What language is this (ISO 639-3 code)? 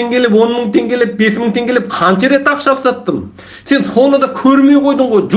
kaz